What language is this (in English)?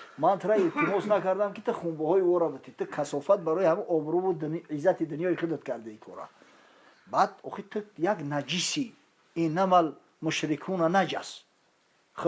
Tajik